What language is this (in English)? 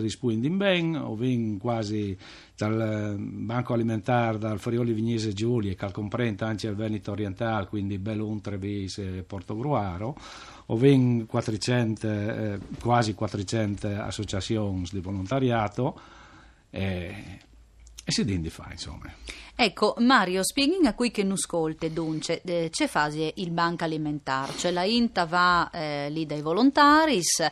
Friulian